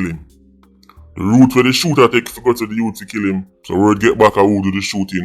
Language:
Jamaican Creole English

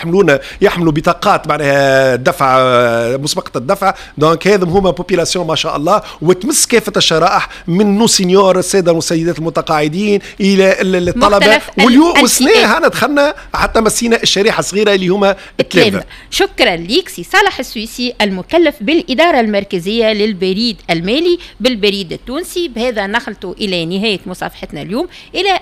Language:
Tunisian Arabic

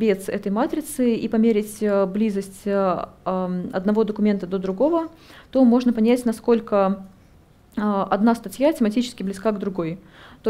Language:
Russian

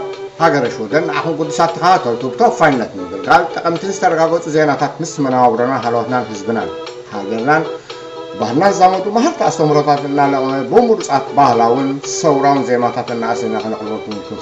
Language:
Tigrinya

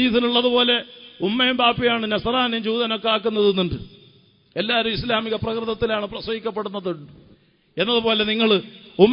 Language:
Malayalam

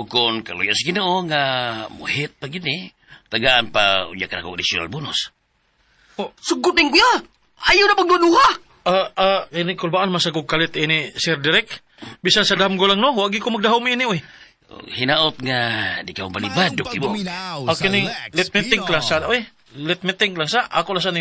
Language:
Cebuano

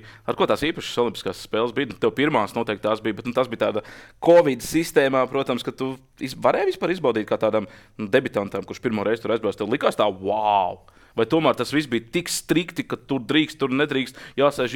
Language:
Latvian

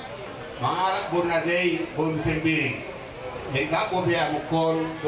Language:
Batak Toba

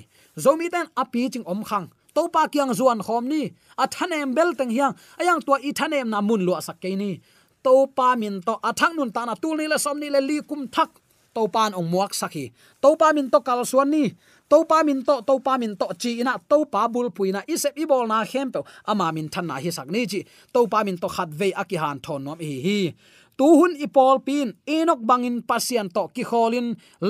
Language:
Tedim Chin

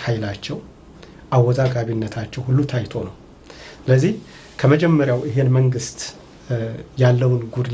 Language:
Amharic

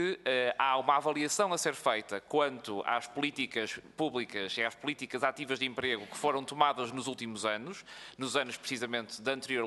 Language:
Portuguese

